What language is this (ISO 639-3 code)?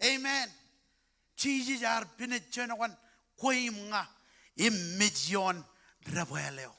mah